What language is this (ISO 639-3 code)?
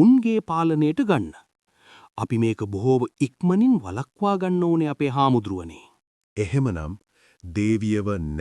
sin